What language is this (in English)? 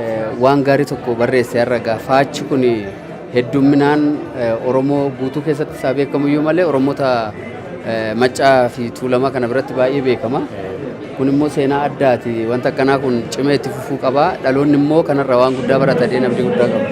Oromo